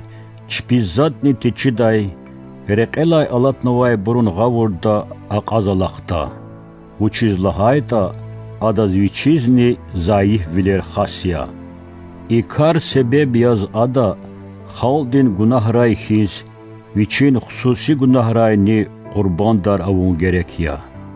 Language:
Lezghian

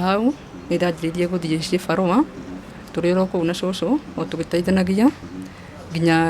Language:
Kikuyu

